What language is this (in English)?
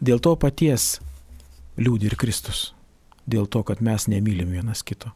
Lithuanian